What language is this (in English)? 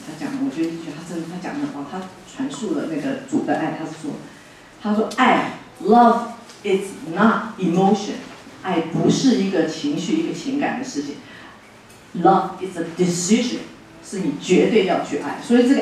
Chinese